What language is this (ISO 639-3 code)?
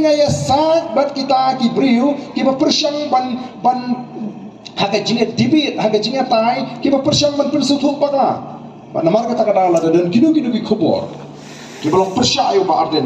kha